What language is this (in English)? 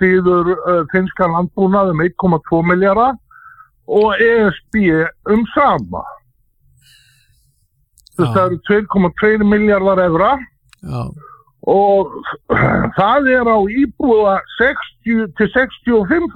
Icelandic